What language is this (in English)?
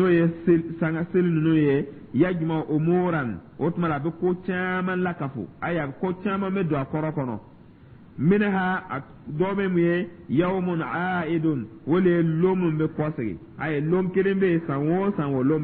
Dyula